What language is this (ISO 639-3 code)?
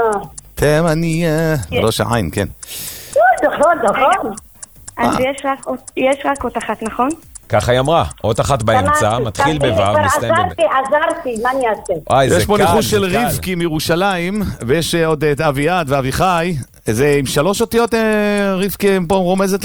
heb